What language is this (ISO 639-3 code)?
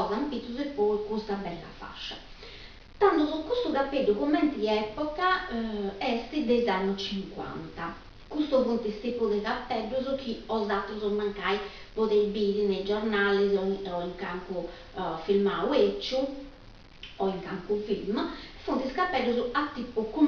srd